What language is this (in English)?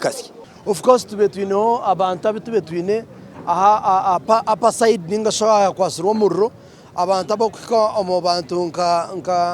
Nyankole